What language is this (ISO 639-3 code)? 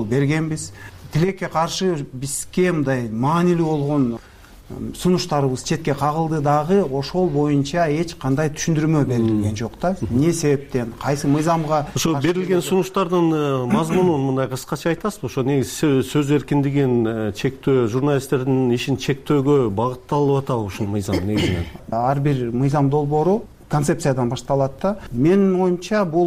kir